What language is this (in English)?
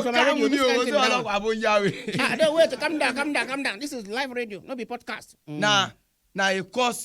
Nigerian Pidgin